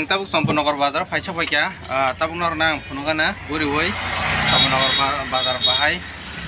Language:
Kok Borok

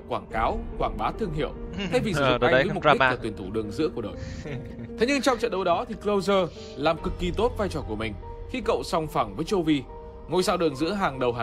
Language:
Vietnamese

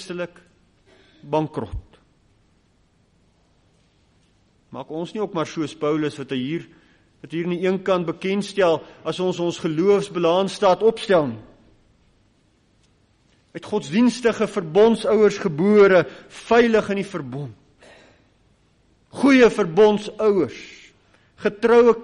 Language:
Afrikaans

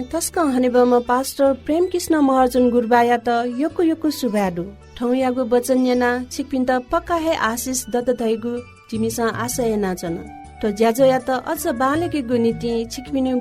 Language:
Newari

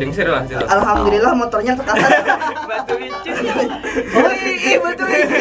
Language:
Banjar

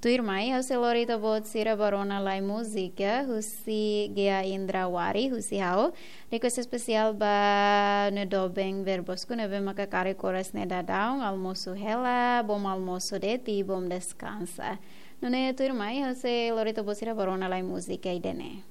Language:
Tetum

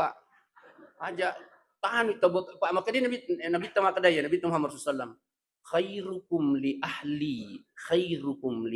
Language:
Buginese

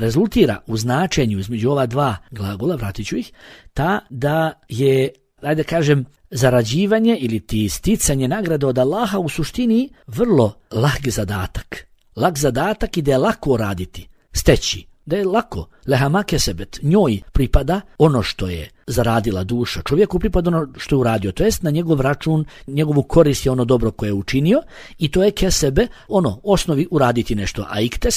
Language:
Bosnian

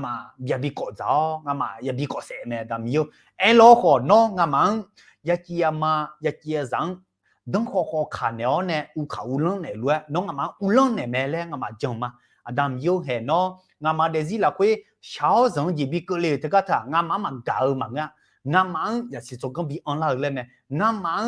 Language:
Akha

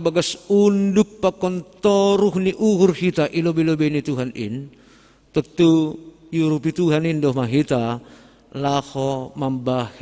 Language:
Batak Simalungun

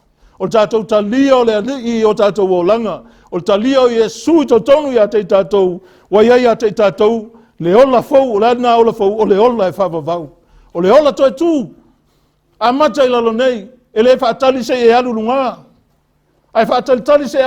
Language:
Samoan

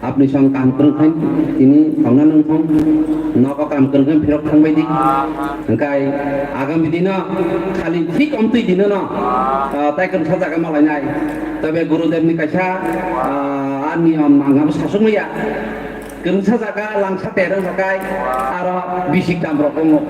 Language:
Kok Borok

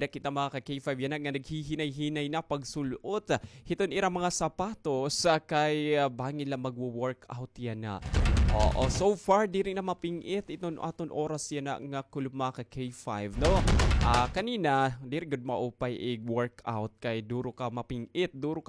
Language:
Waray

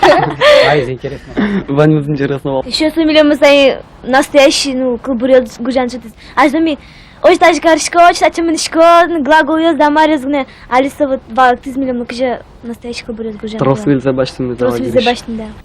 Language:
Udmurt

